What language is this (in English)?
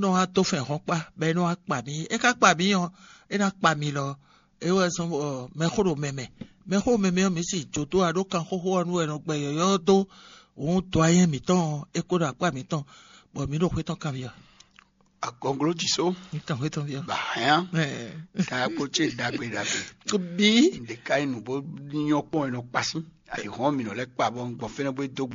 Fon